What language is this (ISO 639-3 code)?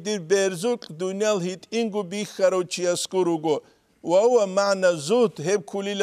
ava